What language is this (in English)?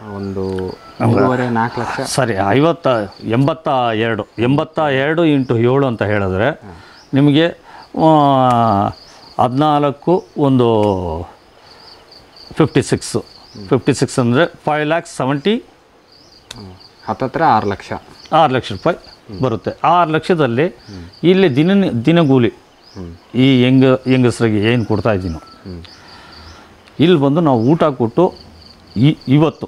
Kannada